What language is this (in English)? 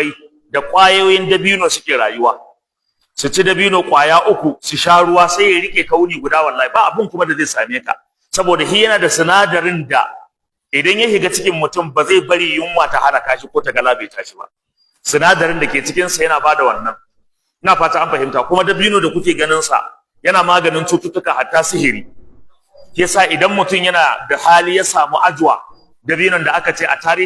Hausa